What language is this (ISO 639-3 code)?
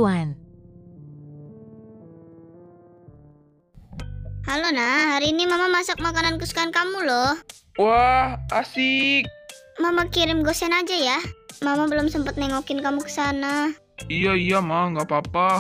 ind